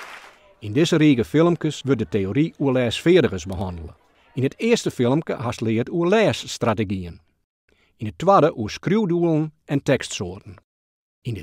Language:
Western Frisian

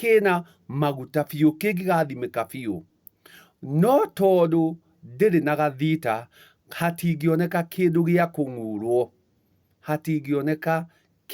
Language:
Kikuyu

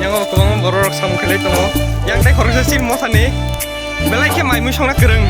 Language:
Kok Borok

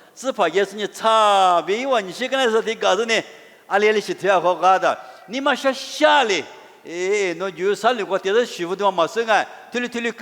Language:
Lisu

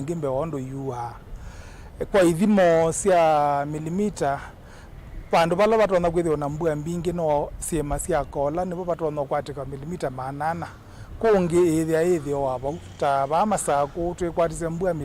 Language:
Kamba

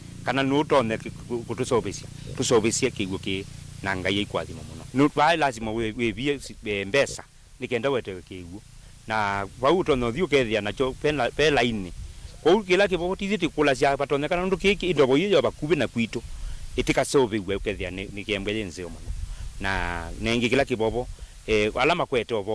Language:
Kamba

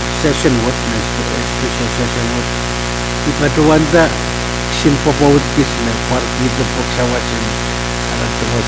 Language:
Pohnpeian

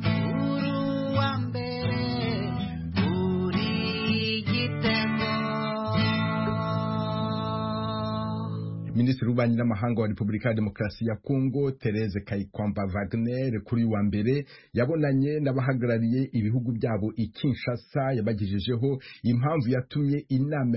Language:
Kinyarwanda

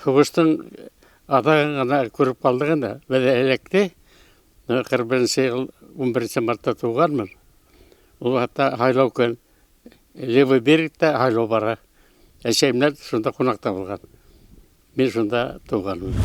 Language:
Bashkir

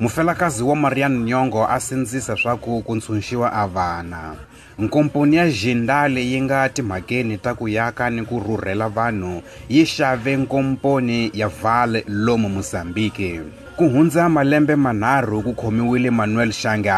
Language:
Tsonga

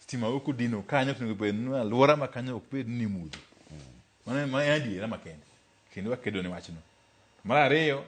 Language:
Luo (Kenya and Tanzania)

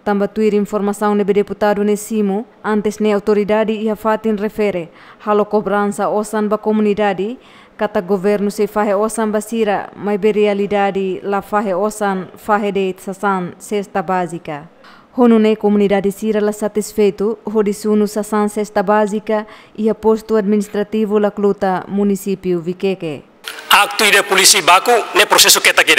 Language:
Tetum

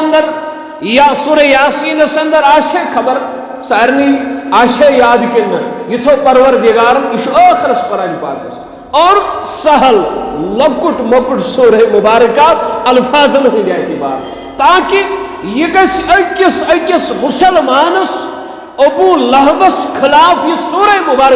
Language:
Kashmiri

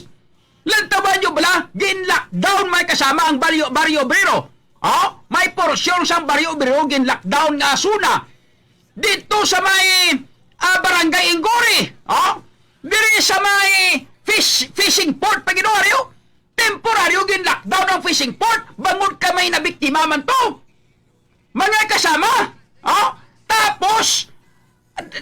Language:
Hiligaynon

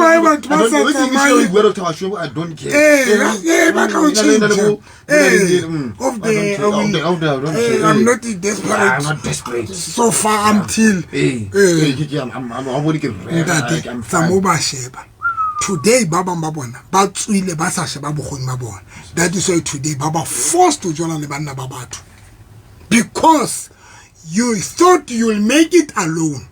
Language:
Southern Sotho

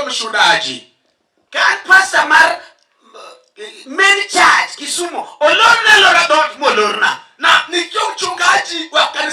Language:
Luo (Kenya and Tanzania)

